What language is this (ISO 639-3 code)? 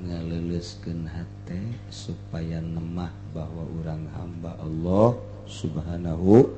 sun